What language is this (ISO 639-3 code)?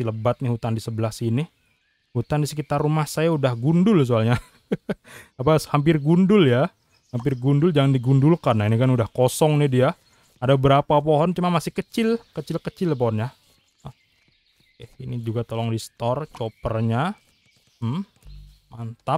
ind